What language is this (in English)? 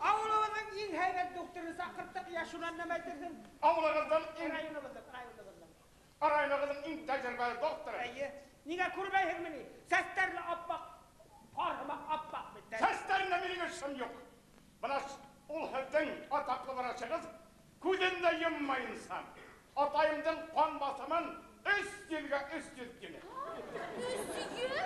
Bashkir